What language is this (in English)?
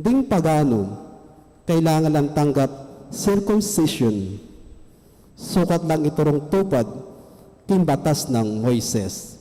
Pampanga